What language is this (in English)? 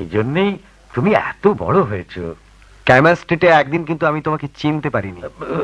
Bangla